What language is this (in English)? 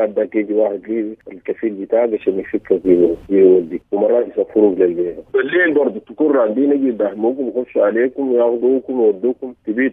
Sudanese Arabic